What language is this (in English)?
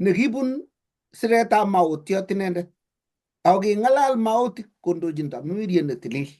Kalenjin